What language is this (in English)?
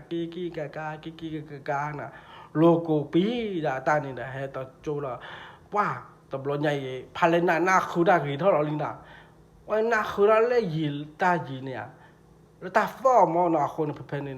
S'gaw Karen